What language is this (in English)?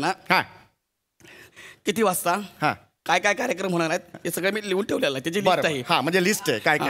Marathi